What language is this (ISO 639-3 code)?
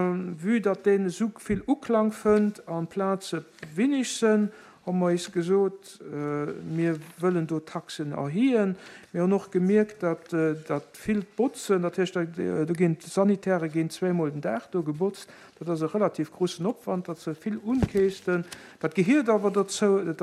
ltz